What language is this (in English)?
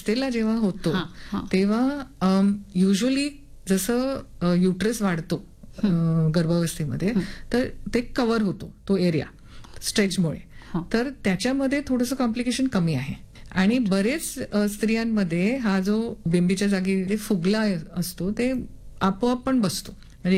Marathi